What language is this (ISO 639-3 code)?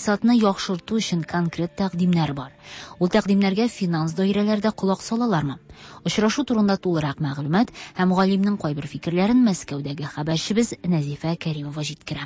tat